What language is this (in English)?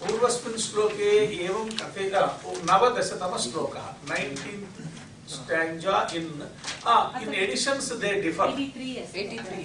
Sanskrit